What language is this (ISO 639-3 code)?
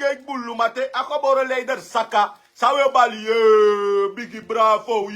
srn